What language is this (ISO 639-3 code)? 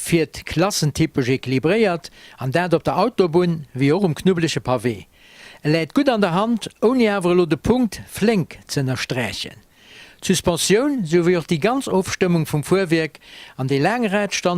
ltz